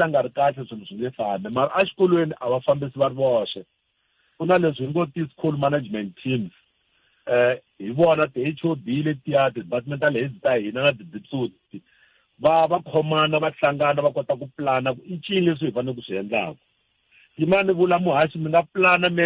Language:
Tsonga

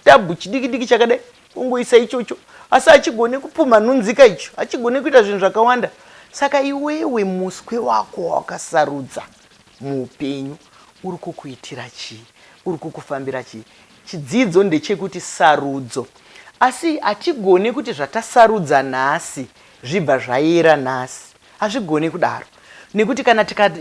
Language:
Shona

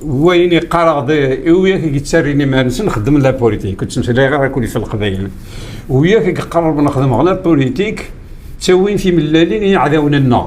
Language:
Kabyle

